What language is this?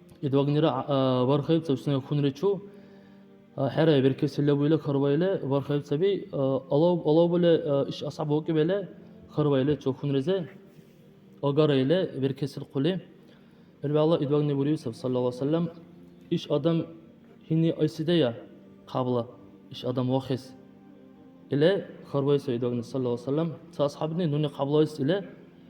Dargwa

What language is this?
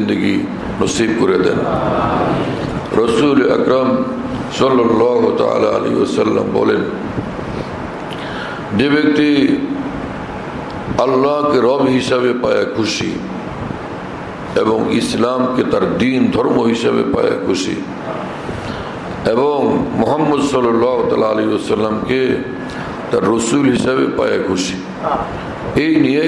Bangla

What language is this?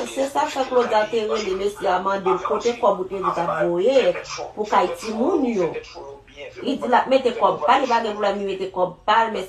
Haitian Creole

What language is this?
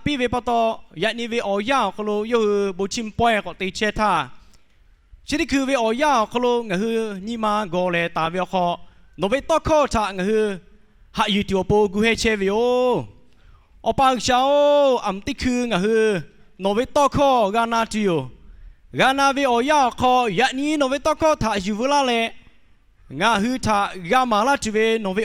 Lahu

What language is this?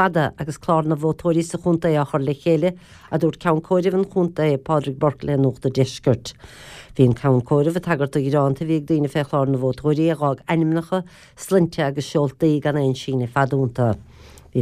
Irish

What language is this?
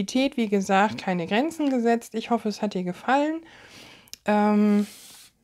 German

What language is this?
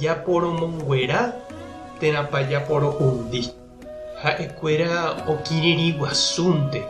Guarani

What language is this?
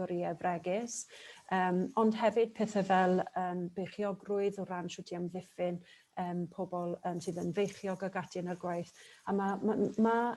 Welsh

